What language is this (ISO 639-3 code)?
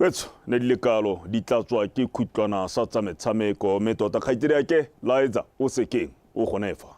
tsn